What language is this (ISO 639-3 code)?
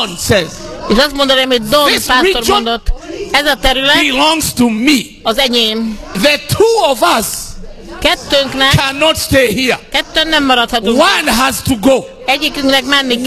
hun